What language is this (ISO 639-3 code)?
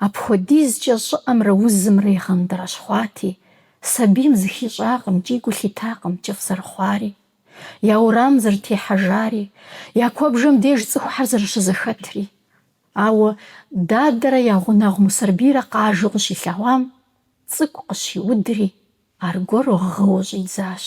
kbd